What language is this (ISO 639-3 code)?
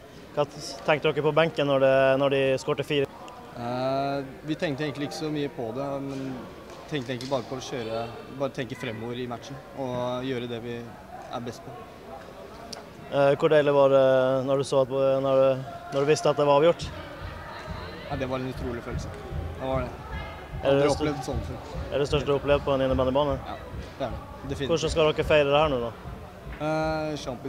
nor